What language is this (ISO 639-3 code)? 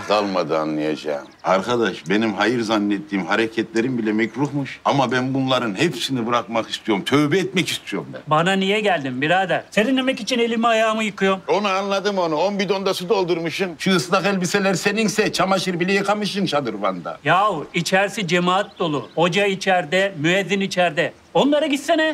tur